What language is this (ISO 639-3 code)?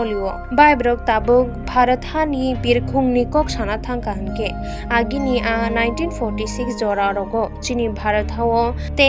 trp